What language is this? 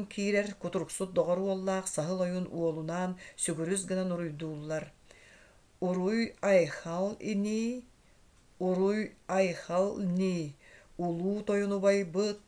Yakut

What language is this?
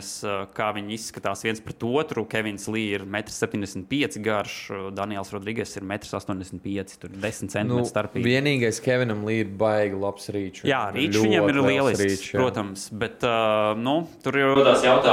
Latvian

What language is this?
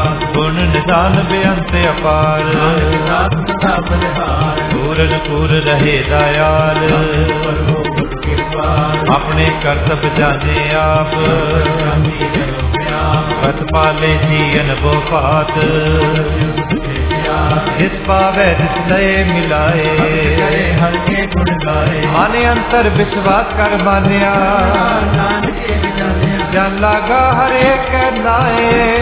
Punjabi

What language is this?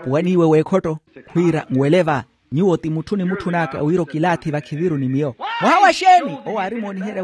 Makhuwa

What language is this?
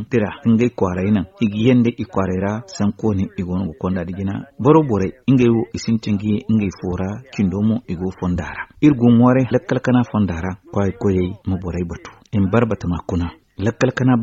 Zarma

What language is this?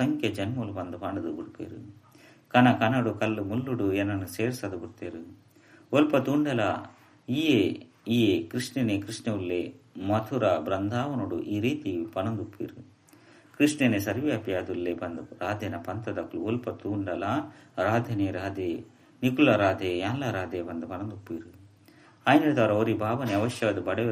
Tulu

